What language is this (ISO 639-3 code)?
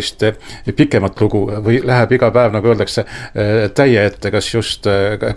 est